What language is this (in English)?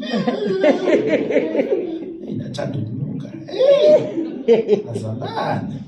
Zulu